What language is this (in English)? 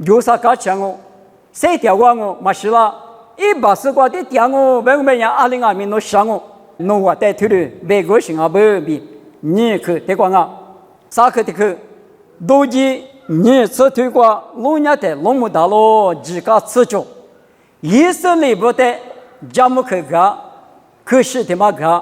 Lisu